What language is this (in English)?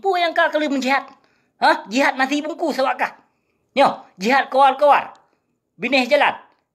Achinese